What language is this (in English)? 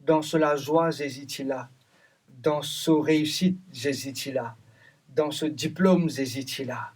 Morisyen